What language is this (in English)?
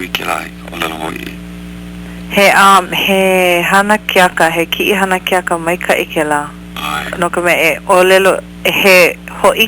Hawaiian